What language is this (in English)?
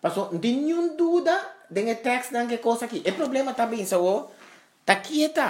Papiamento